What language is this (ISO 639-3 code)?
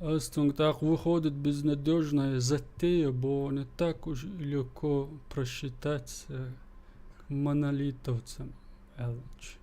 che